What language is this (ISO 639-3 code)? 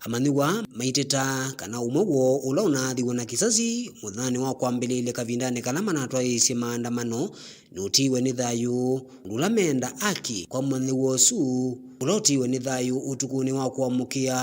kam